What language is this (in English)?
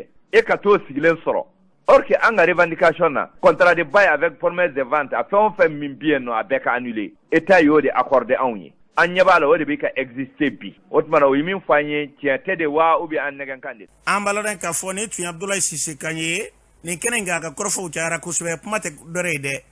Bambara